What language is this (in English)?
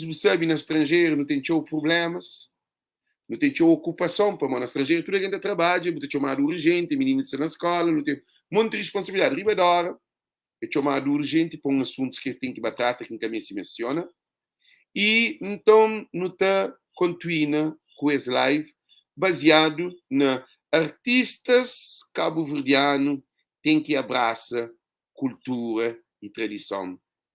Kabuverdianu